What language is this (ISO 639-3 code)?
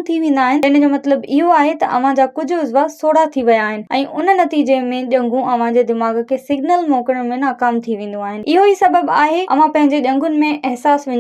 snd